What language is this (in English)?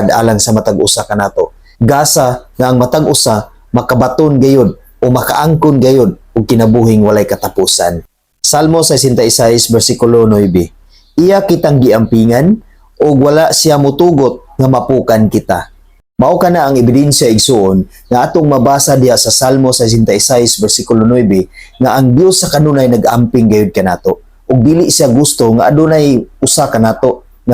Cebuano